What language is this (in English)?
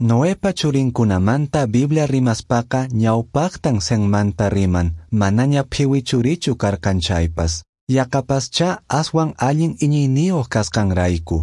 Quechua